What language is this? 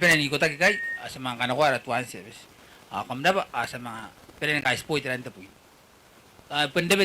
Gilbertese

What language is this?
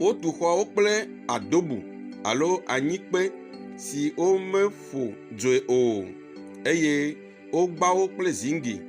Ewe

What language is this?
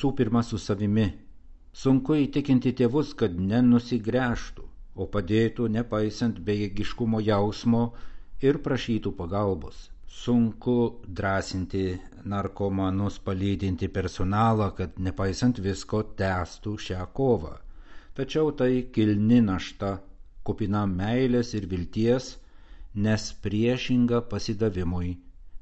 Lithuanian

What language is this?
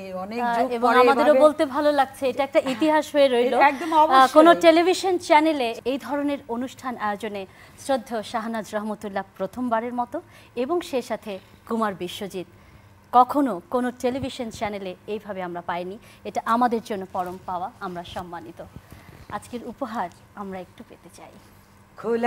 Bangla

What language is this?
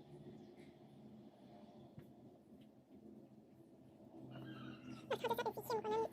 Lao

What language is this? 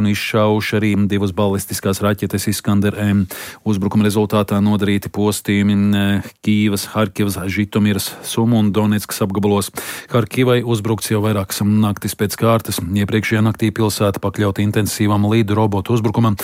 Latvian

